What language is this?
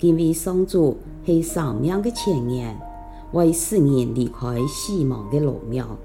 Hakka Chinese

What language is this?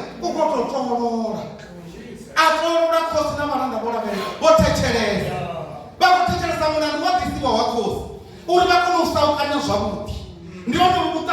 Venda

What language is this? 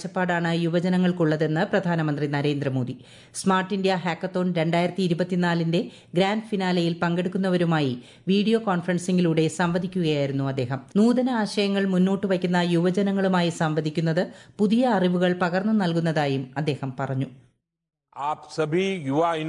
Malayalam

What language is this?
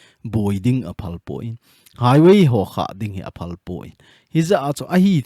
Thado Chin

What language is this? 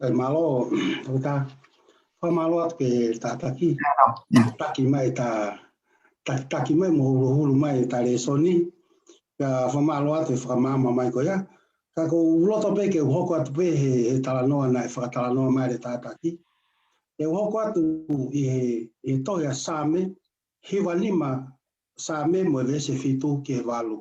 Tongan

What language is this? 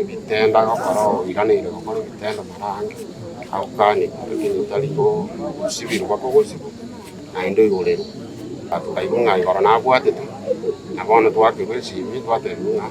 Gusii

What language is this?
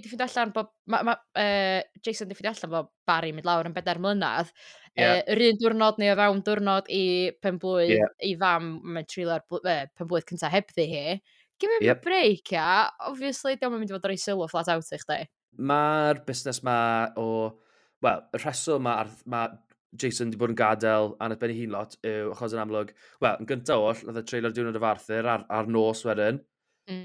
Welsh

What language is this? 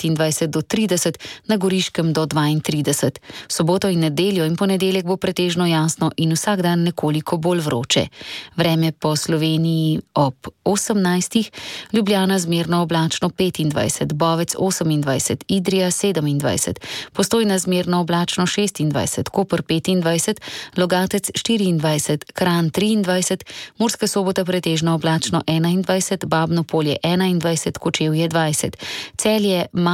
Slovenian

